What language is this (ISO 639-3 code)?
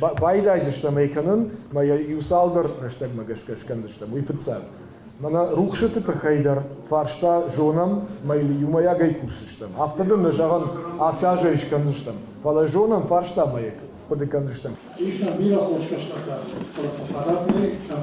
oss